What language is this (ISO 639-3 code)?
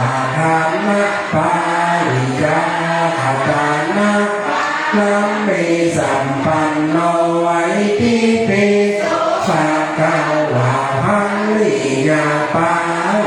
pli